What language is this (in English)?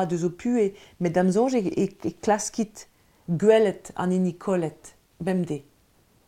Breton